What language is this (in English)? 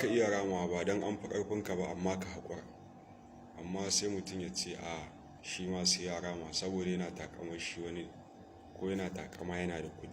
Hausa